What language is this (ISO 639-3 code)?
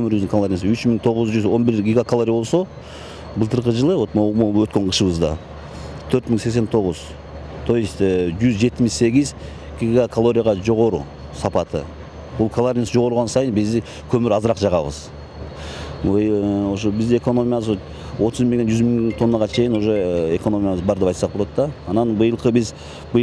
kir